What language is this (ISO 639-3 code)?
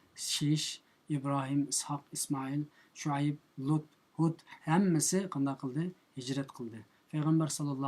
uig